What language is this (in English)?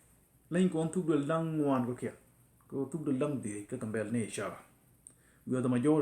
Nuer